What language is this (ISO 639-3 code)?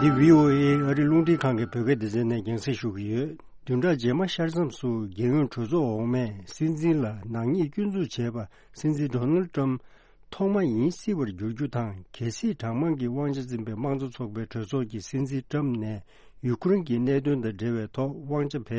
bod